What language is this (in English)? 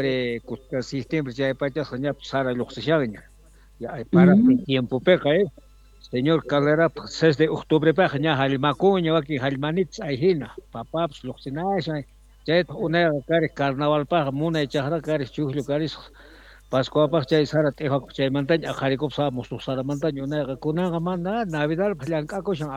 South Bolivian Quechua